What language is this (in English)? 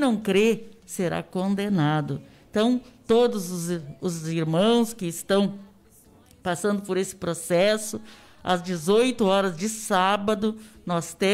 Portuguese